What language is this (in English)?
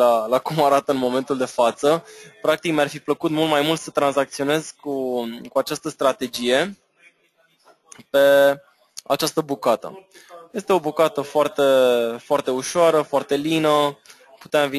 Romanian